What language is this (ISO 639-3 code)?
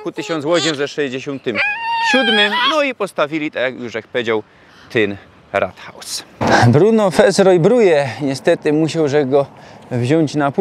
szl